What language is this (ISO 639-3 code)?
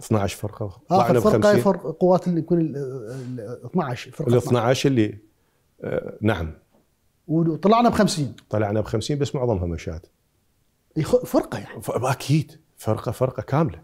acm